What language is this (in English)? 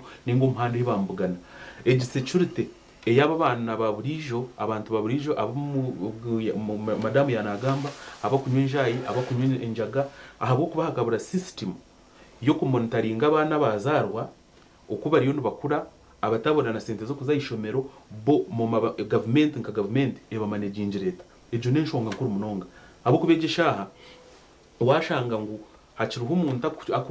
Nyankole